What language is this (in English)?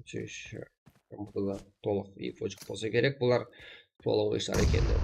Kara-Kalpak